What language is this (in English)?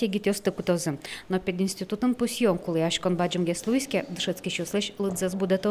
Udmurt